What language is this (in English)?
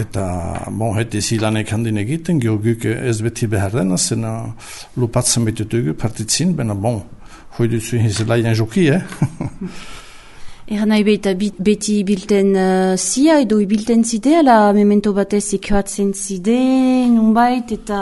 Basque